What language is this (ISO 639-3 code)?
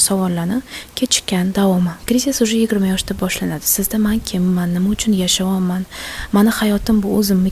uzb